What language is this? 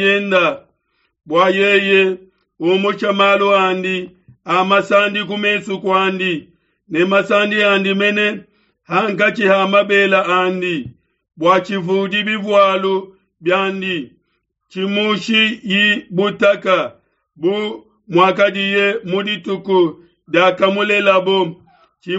Luba-Lulua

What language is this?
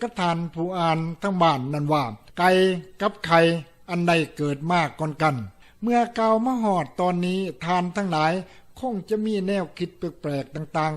Lao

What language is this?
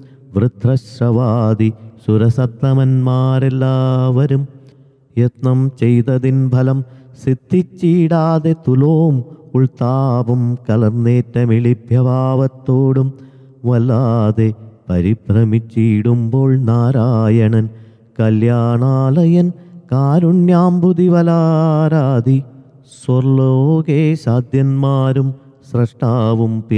Malayalam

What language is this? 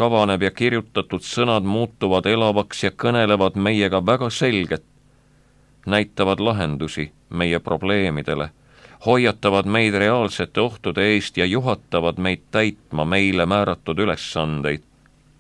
Estonian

